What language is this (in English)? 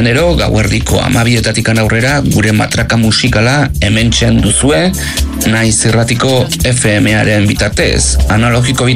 Basque